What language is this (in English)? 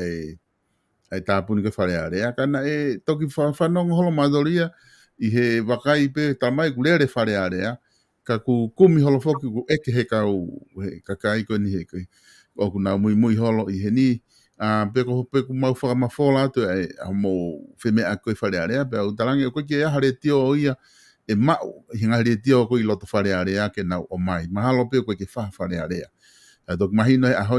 Tongan